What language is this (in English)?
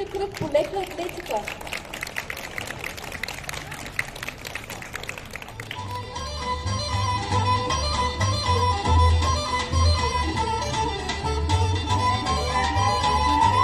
Bulgarian